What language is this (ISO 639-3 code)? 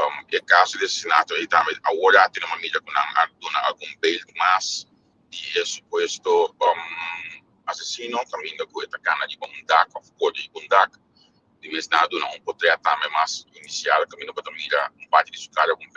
pap